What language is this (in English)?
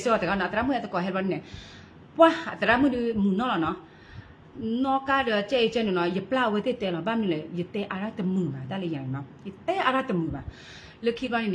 S'gaw Karen